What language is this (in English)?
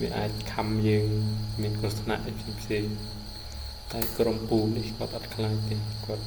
Khmer